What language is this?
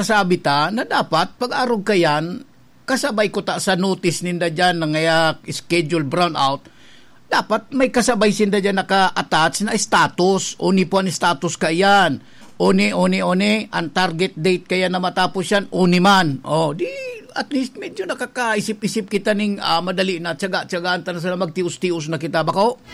Bikol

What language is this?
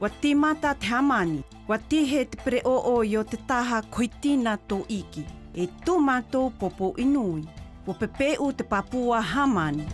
South Marquesan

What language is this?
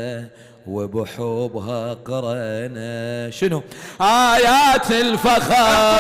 Mesopotamian Arabic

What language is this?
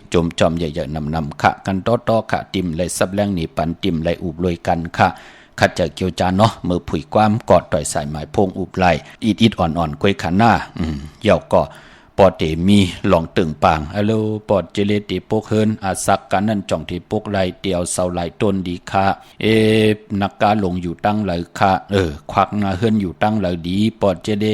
Shan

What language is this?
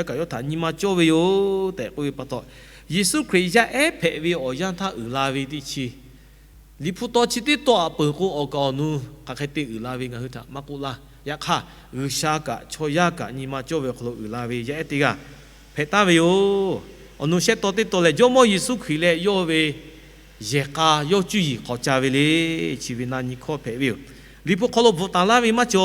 Lahu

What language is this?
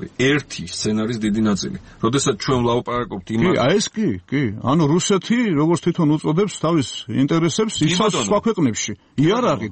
Georgian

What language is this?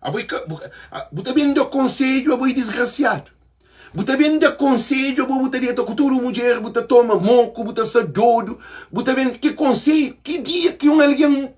Kabuverdianu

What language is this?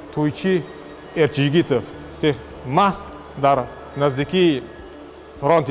Tajik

